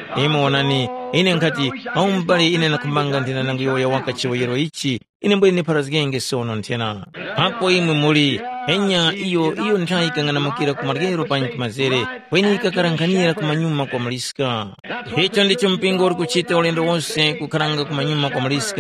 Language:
Tumbuka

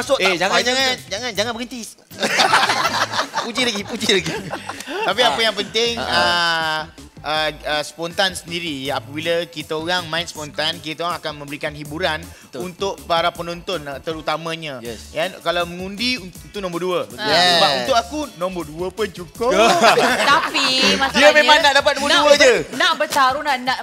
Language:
Malay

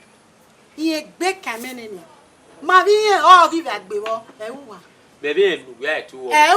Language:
Bini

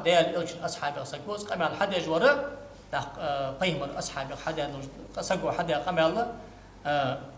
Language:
Ingush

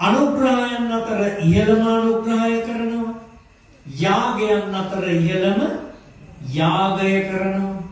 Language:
Sinhala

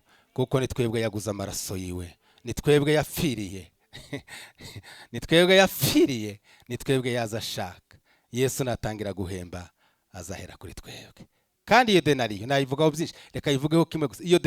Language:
Rundi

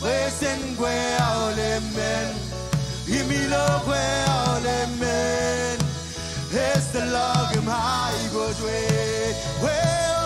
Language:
Marshallese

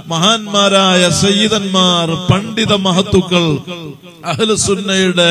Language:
Malayalam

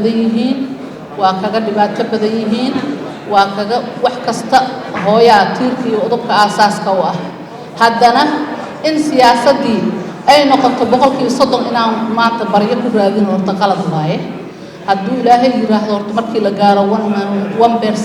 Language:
Somali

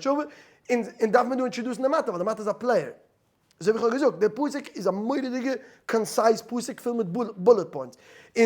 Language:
Yiddish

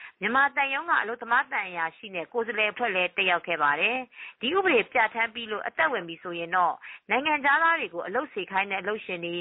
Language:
Burmese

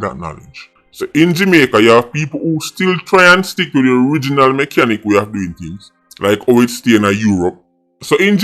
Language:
Jamaican Creole English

